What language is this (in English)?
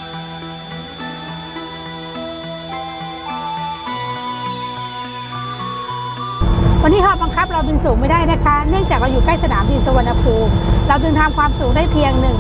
Thai